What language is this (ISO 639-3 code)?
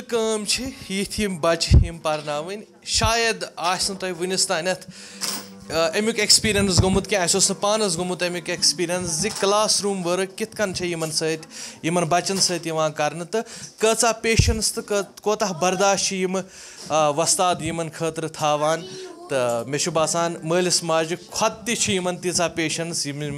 kas